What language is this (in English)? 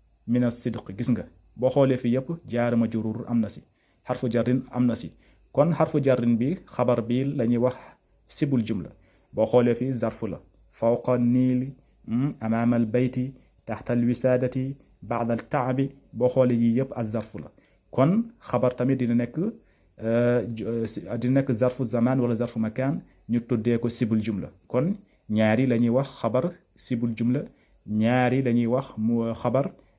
Wolof